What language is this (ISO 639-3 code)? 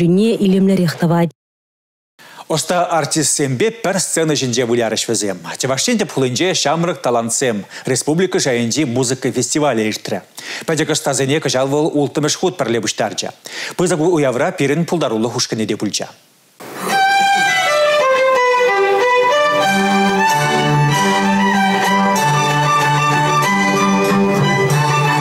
chv